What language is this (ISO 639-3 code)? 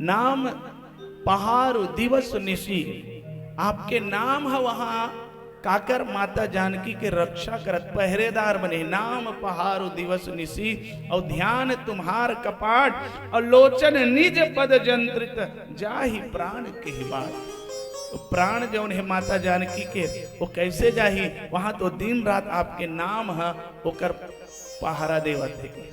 hne